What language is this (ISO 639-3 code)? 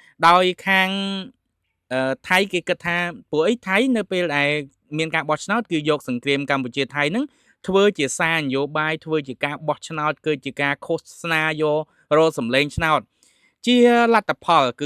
khm